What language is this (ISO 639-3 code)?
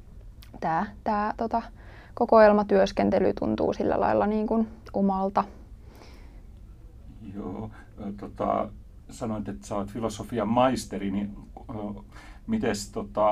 fin